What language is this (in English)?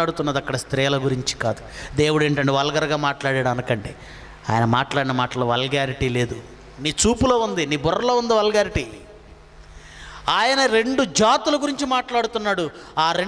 Telugu